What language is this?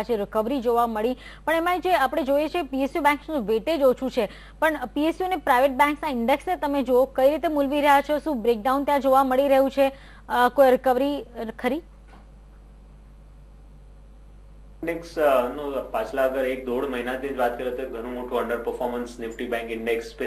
Gujarati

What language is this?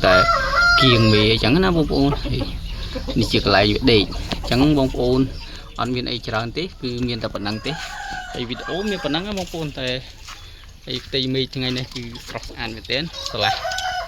Khmer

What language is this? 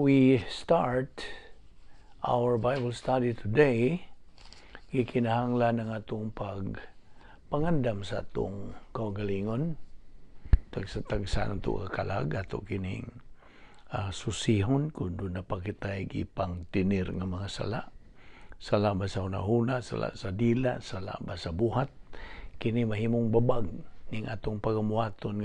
Cebuano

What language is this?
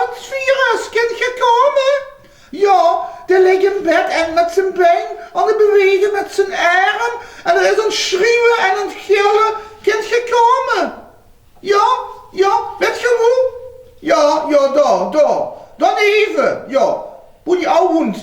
Limburgish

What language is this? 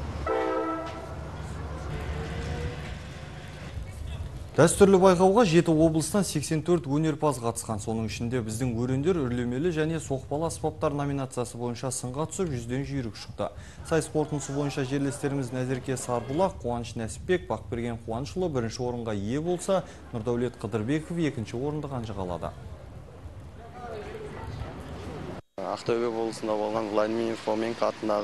Kazakh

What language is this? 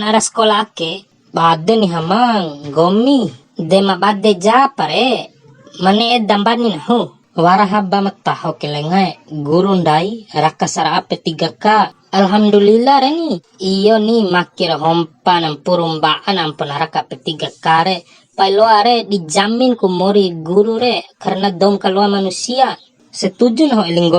Bima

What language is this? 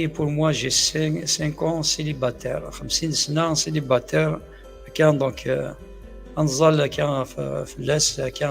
Kabyle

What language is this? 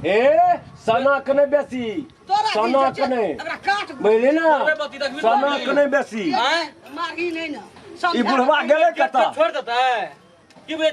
Maithili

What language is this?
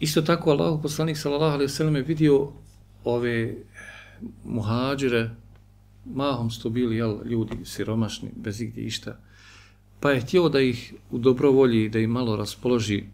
Bosnian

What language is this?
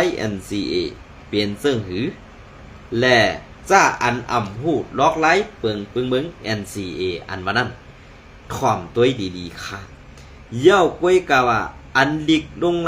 Shan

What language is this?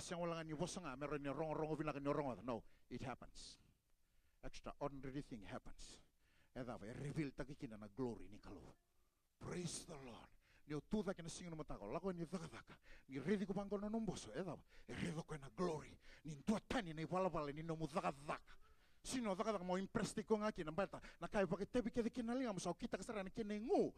Fijian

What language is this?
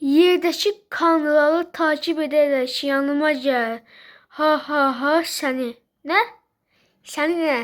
Azerbaijani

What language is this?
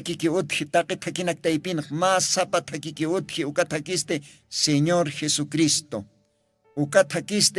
Aymara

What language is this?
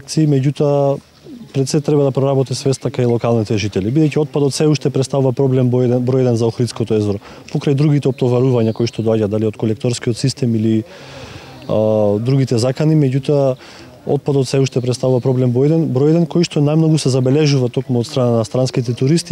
Macedonian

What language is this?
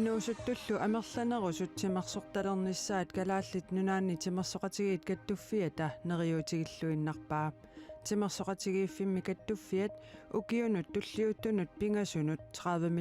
Kalaallisut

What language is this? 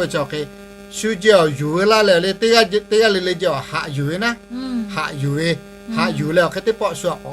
Lahu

